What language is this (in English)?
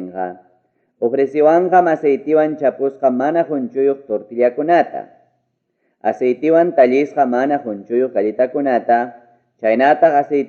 Ayacucho Quechua